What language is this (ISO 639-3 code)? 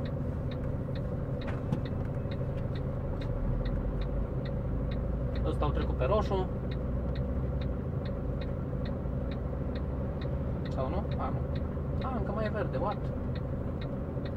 ron